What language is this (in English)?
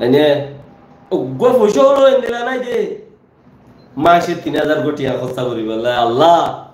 Rohingya